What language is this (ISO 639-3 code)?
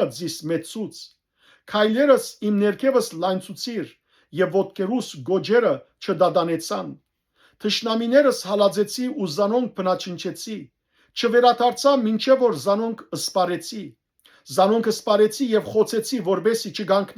hyw